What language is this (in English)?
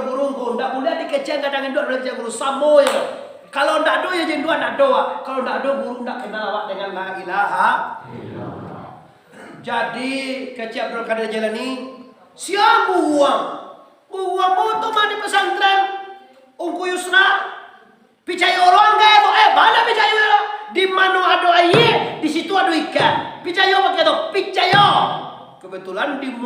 Minangkabau